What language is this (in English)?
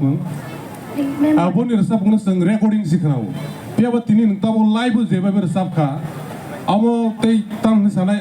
Kok Borok